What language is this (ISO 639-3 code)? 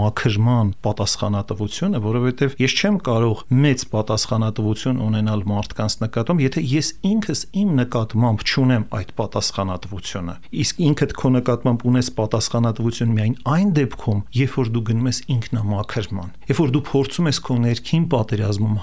hye